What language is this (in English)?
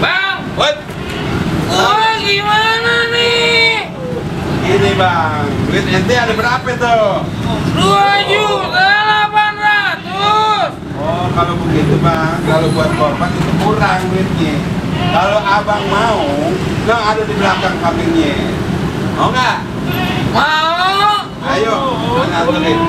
Betawi